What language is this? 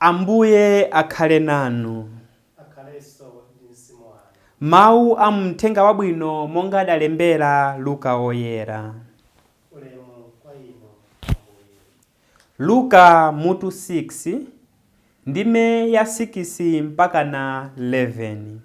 Nyanja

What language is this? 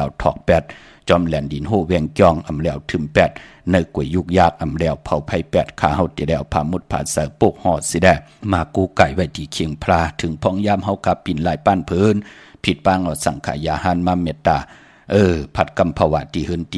Shan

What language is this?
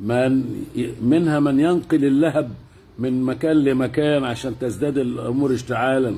Egyptian Arabic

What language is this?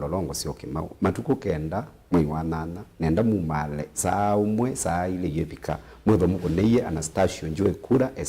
Kamba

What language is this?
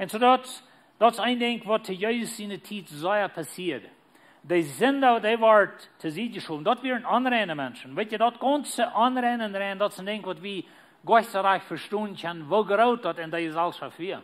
Plautdietsch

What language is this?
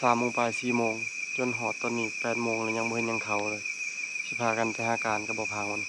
Lao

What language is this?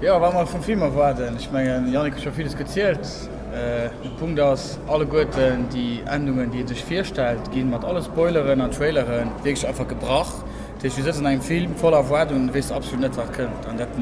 Luxembourgish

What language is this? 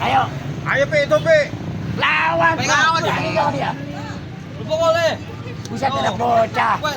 Betawi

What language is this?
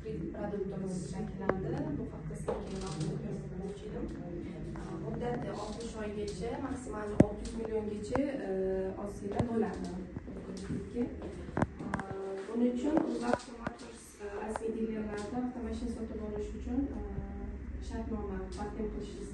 Uzbek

